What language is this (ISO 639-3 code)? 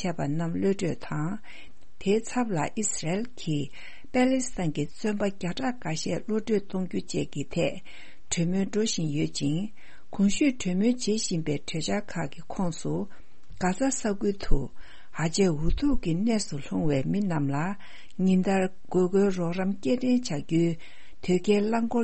bod